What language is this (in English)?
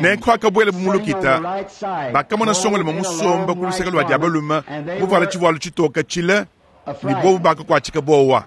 Luba-Lulua